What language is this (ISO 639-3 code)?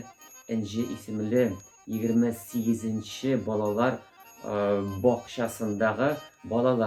tat